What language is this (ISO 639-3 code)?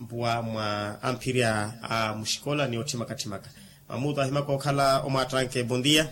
vmw